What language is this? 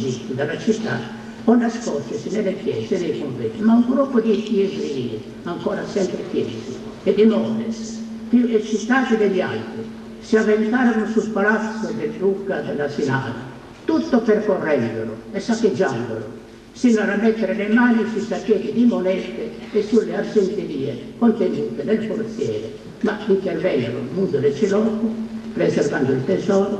Italian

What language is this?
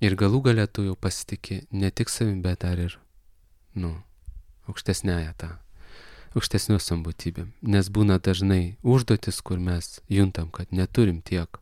Lithuanian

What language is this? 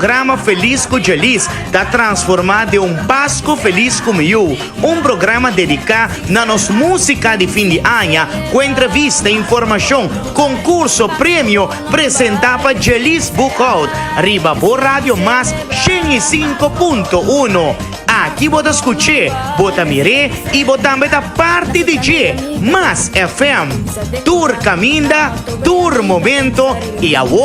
Papiamento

